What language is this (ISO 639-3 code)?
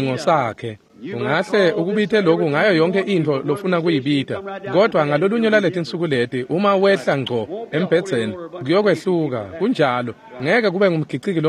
ssw